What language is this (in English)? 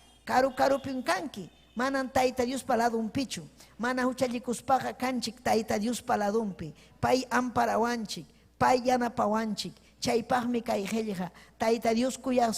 Ayacucho Quechua